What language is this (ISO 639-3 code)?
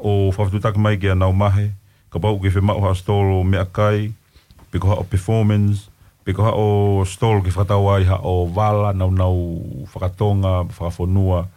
ton